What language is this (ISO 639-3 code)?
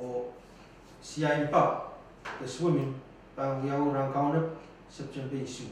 pon